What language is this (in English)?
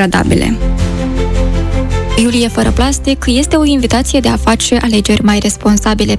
Romanian